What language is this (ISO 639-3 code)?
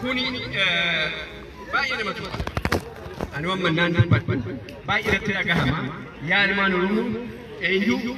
orm